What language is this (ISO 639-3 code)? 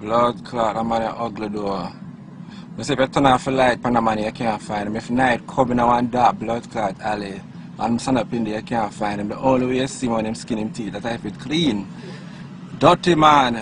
jam